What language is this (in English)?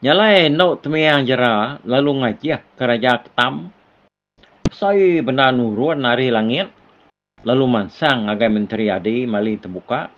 Iban